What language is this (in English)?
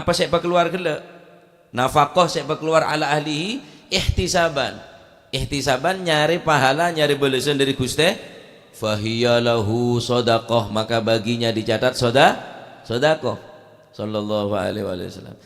Madurese